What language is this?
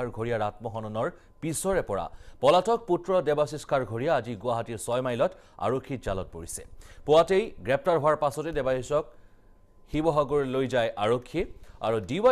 Assamese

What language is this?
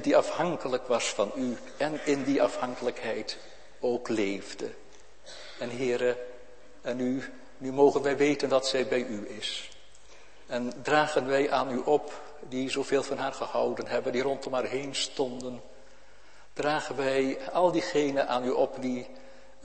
Dutch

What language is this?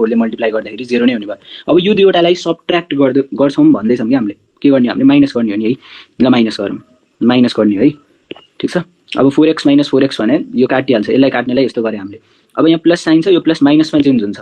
Nepali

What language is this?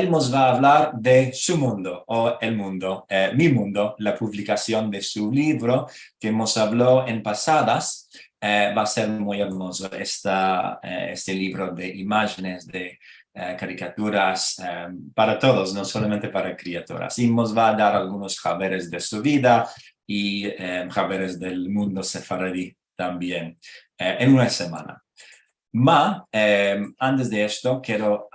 Ladino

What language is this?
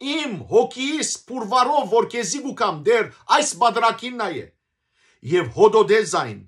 Western Armenian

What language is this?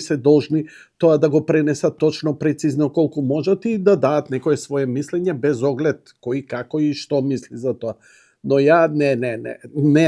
Macedonian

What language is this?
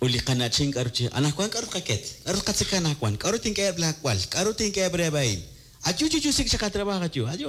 Kekchí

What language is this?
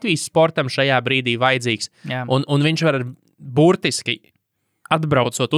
Latvian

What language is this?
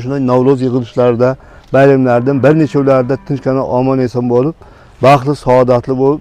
Uzbek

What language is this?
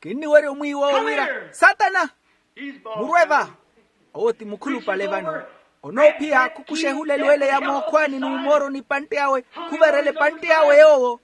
Makhuwa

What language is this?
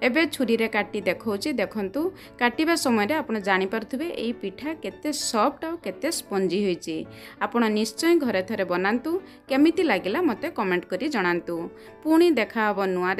Odia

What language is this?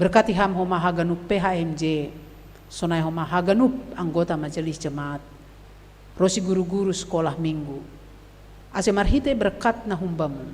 Batak Simalungun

